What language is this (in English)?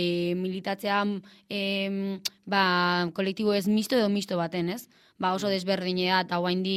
Basque